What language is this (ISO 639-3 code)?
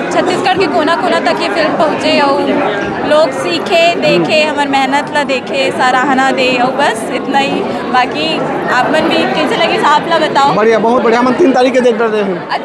hne